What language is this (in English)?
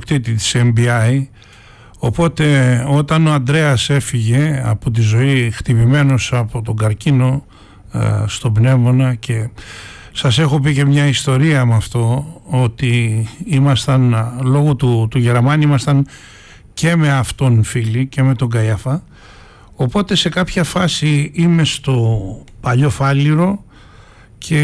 Greek